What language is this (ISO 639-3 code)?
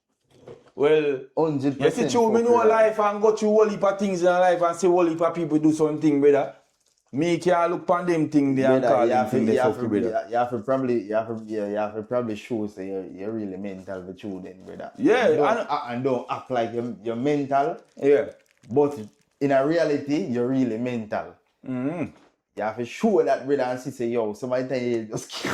jam